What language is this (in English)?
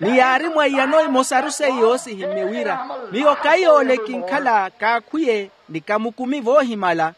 Makhuwa